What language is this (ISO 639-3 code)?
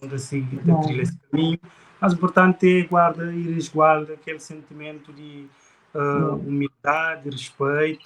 kea